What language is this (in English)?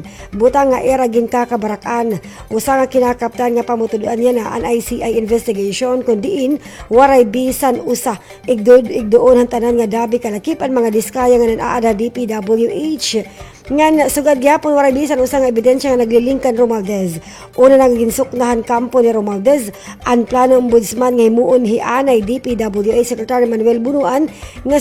Waray